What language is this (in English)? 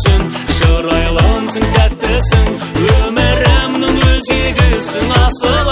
Kazakh